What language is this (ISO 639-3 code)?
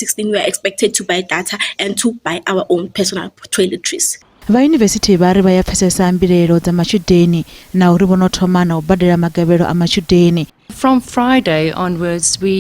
ven